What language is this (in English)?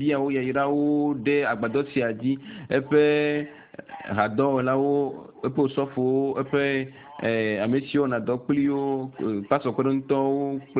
Ewe